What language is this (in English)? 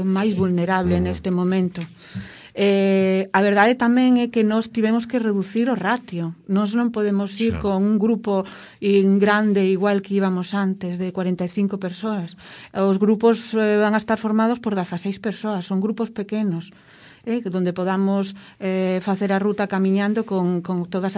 Galician